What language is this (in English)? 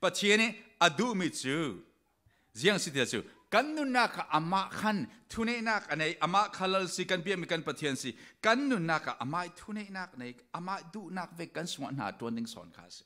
Falam Chin